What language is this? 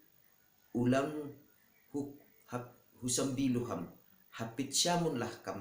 Batak Simalungun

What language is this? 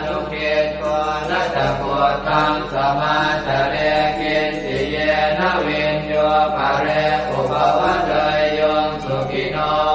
Pali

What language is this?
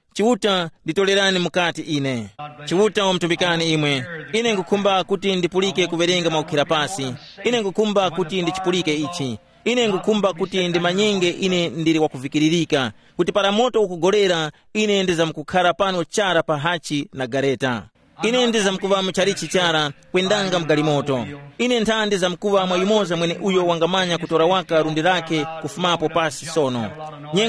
Tumbuka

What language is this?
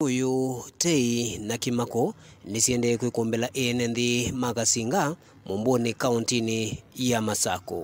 Kamba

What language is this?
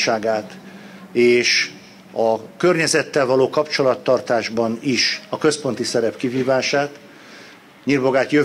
Hungarian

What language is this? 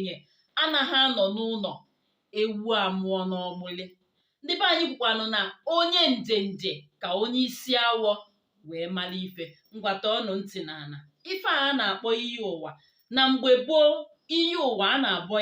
Igbo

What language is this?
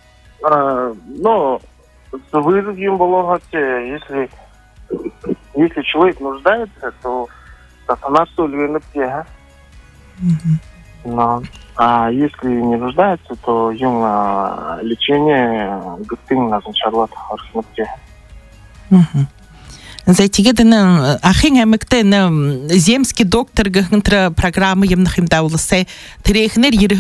Buriat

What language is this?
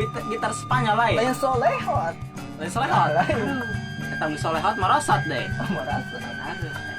Sundanese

